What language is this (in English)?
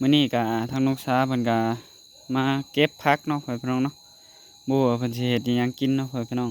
Northeastern Thai